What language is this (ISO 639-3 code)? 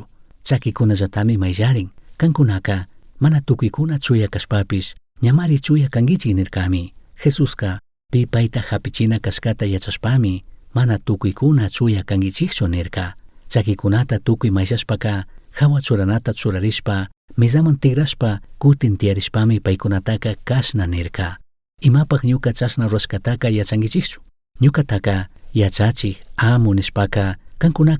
qug